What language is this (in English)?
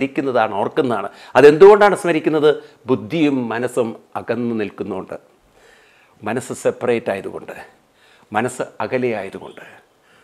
Malayalam